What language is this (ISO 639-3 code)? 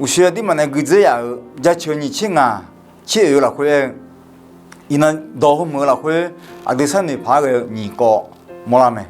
ahk